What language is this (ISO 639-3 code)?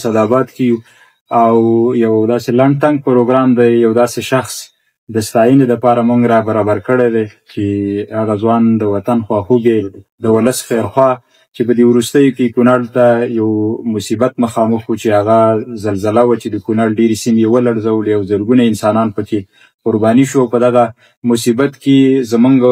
pus